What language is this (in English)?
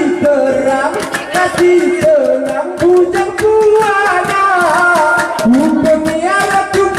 Gayo